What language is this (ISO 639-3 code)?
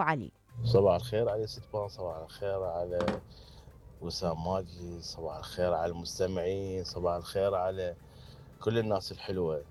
acm